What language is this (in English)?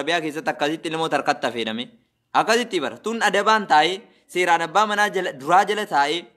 Oromo